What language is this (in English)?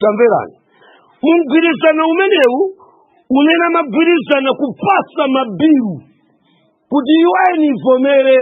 Nyanja